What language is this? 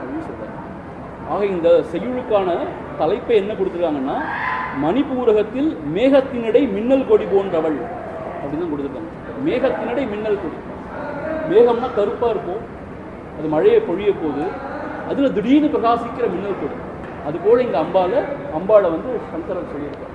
Tamil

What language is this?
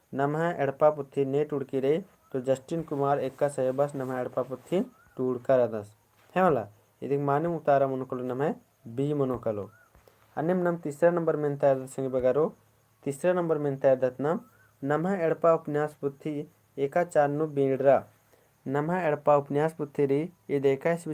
Kurukh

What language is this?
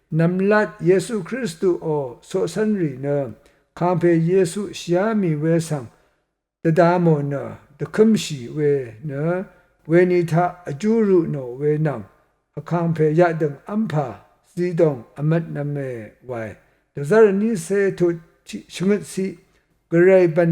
Rawang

